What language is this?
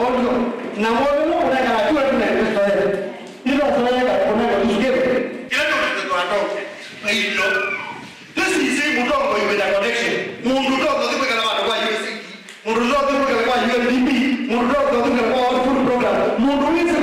Kamba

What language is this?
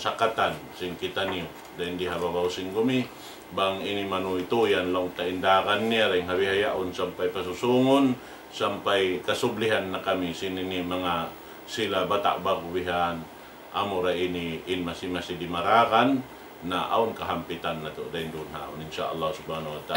Tausug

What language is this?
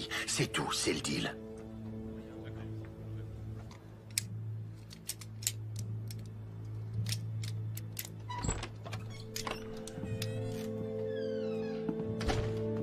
French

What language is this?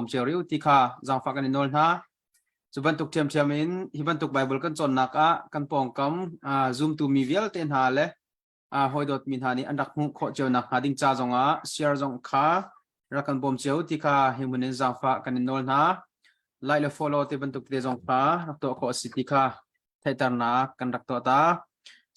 Hakha Chin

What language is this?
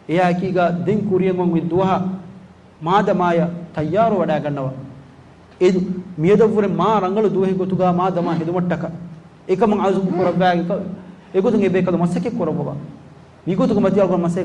Divehi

